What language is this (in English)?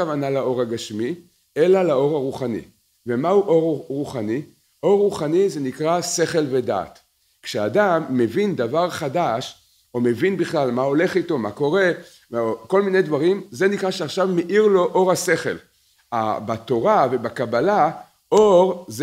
Hebrew